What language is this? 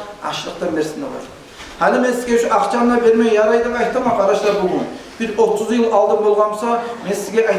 Kumyk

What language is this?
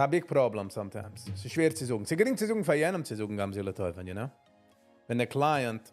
Yiddish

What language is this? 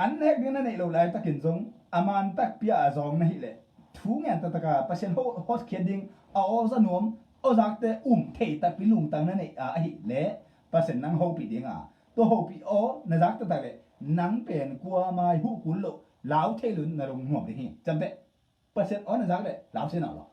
Tedim Chin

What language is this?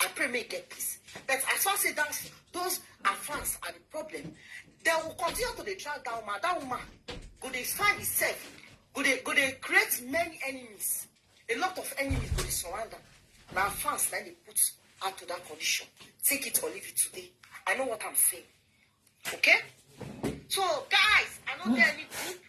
Nigerian Pidgin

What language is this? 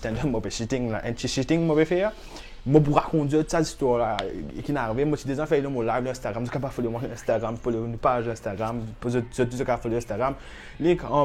Morisyen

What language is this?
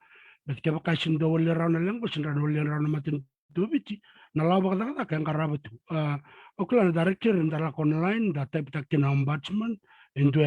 Fijian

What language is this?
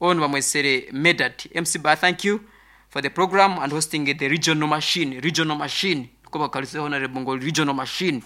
Nyankole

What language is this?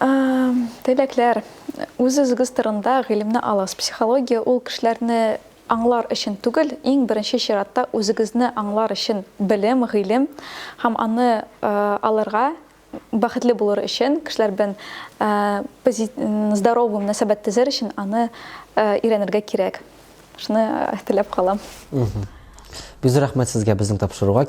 Tatar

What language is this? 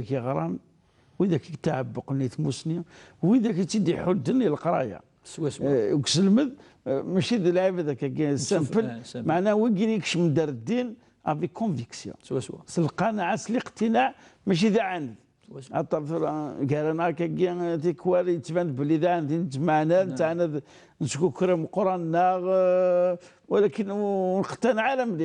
Kabyle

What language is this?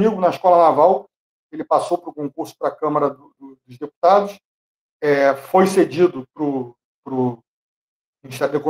Portuguese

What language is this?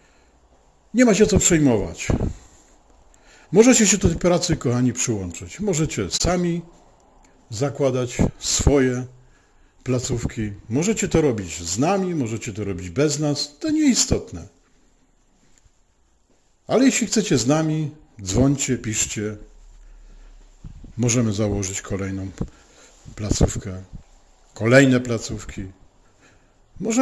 Polish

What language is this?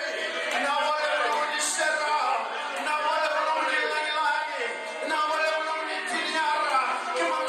Fijian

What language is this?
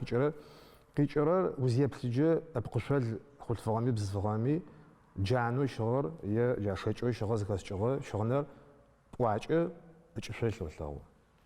Adyghe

